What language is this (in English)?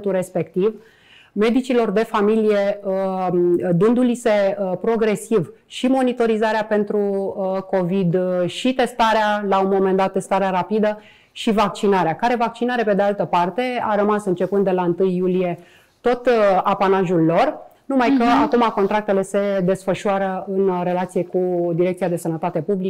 Romanian